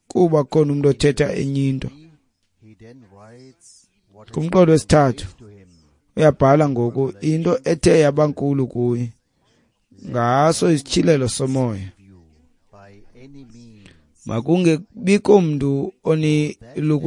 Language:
Xhosa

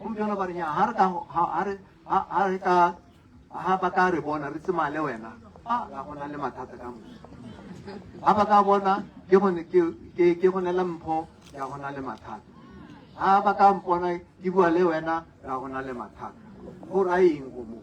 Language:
Tswana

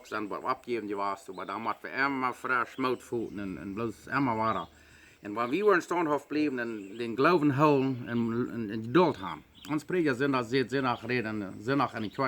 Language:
Plautdietsch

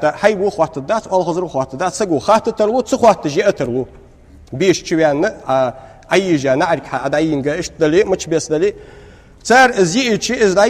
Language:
Ingush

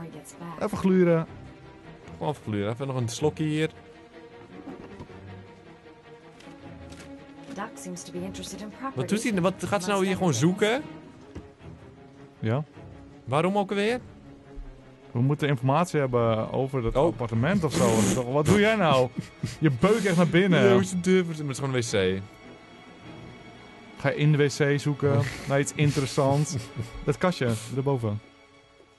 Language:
Dutch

